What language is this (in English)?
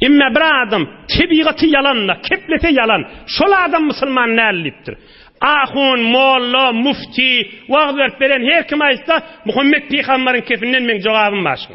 Turkmen